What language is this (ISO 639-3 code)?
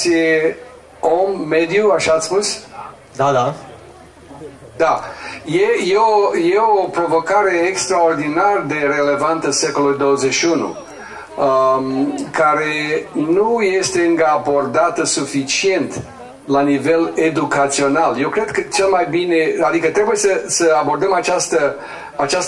ron